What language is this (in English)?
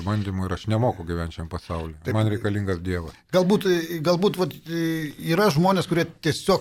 Lithuanian